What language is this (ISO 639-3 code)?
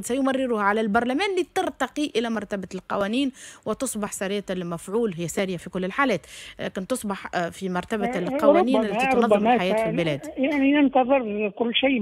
aeb